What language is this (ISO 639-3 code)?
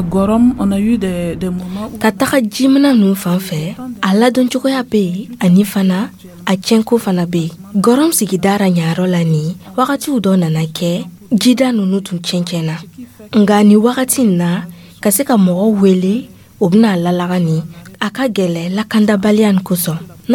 dyu